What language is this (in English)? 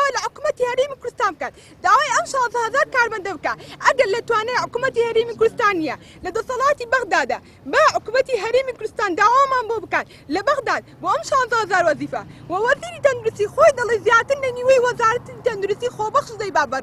Central Kurdish